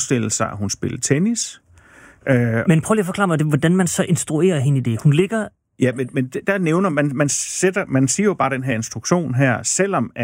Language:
Danish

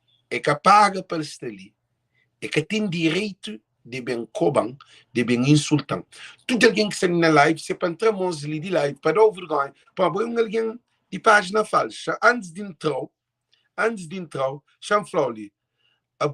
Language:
Kabuverdianu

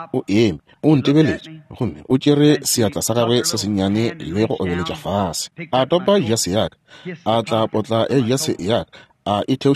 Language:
Northern Sotho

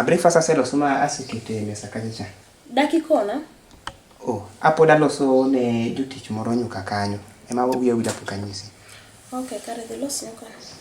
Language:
Luo (Kenya and Tanzania)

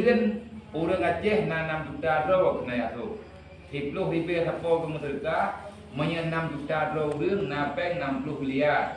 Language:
Achinese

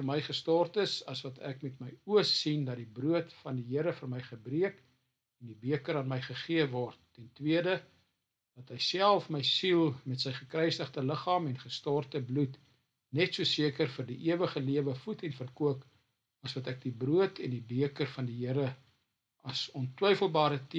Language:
Afrikaans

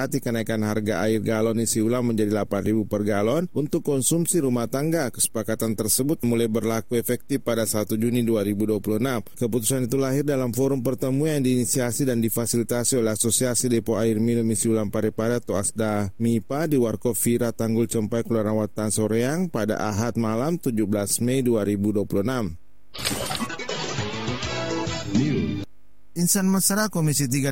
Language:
Indonesian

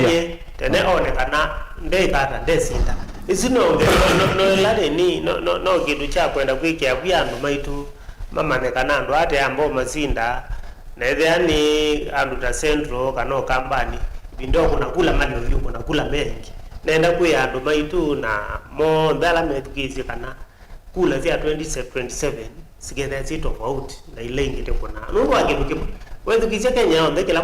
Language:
Kamba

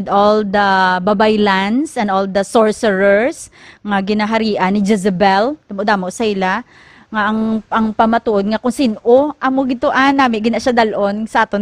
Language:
Hiligaynon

